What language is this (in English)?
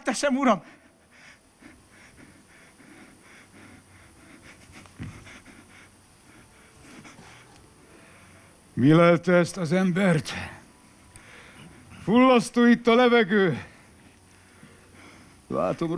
Hungarian